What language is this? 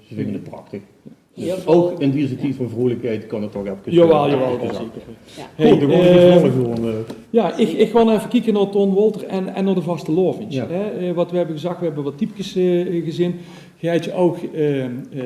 Limburgish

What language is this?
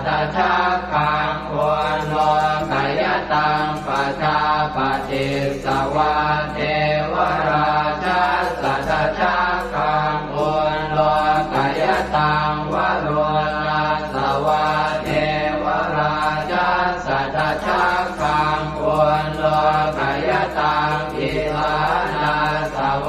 Pali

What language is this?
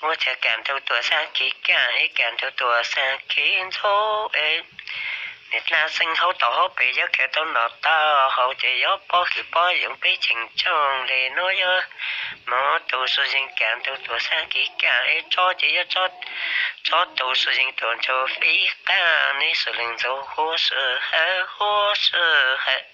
Hmong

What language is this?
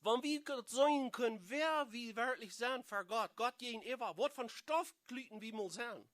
Plautdietsch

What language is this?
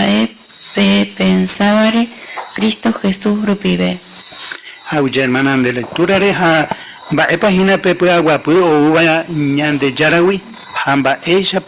Guarani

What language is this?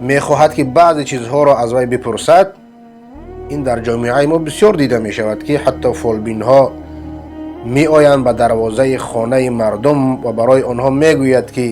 Persian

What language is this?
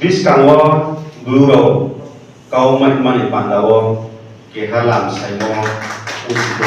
Riang (India)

